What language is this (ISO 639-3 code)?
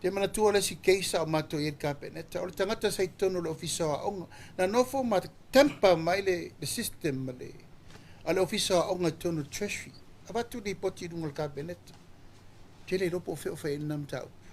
smo